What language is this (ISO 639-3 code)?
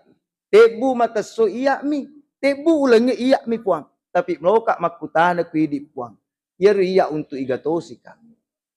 bug